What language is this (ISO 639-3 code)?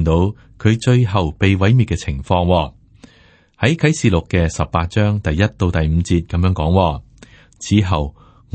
yue